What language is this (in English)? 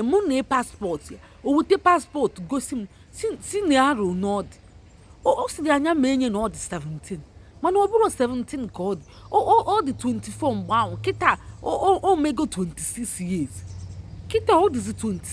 Igbo